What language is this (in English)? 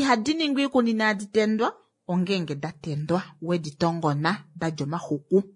Kuanyama